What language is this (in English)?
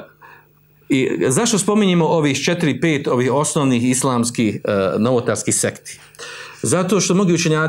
Bosnian